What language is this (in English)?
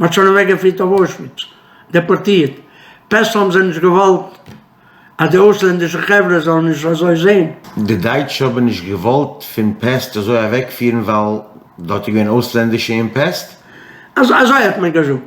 Yiddish